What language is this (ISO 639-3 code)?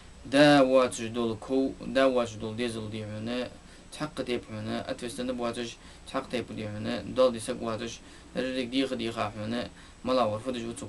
inh